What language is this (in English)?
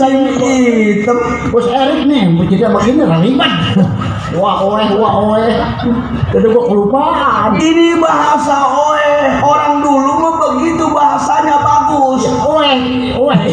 Betawi